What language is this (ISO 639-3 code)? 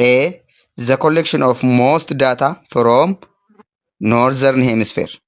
eng